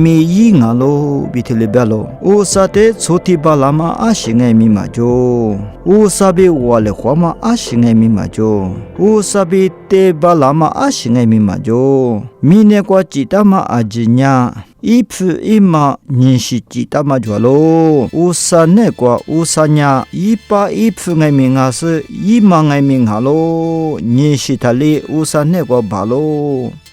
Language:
Lisu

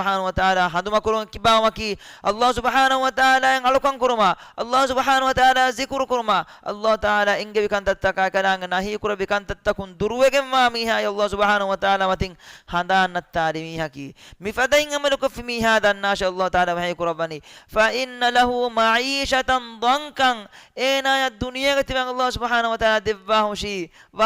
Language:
Divehi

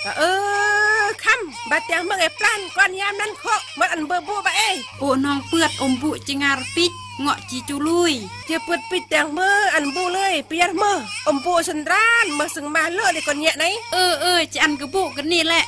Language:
Khmu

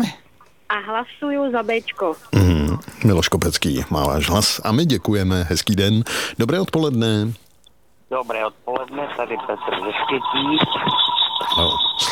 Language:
Czech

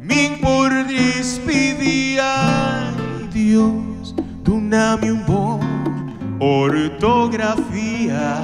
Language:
Papiamento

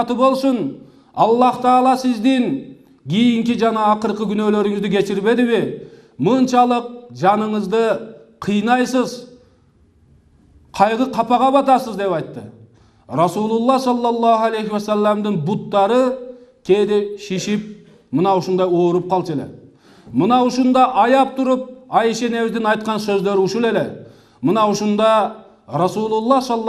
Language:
Kyrgyz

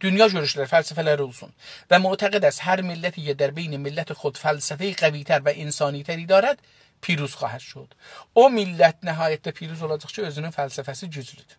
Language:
South Azerbaijani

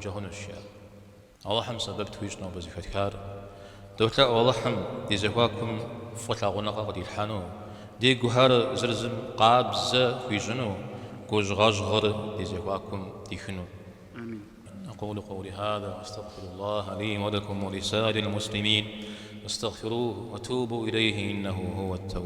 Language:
Kabardian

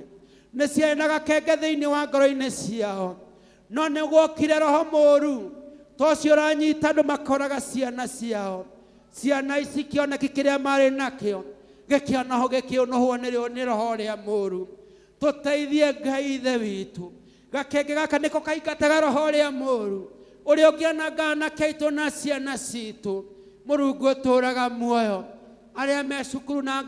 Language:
Kikuyu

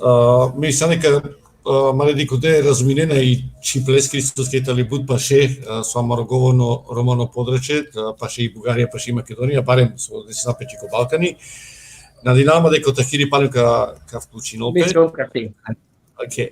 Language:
Balkan Romani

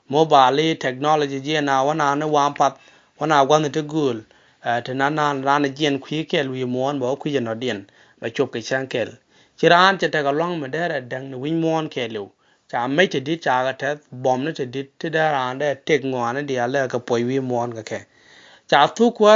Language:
Nuer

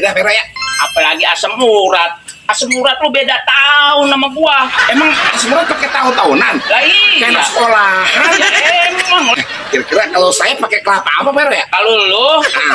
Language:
Betawi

